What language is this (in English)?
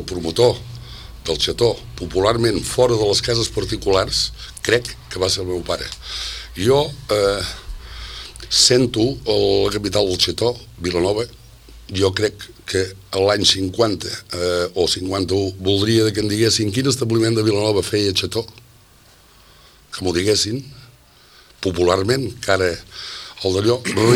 Catalan